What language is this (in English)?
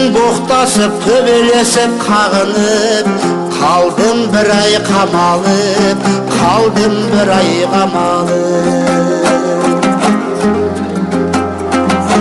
Kazakh